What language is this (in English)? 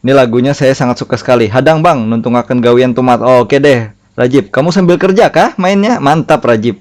Banjar